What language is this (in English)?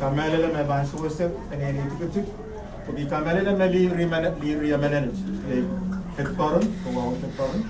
Pohnpeian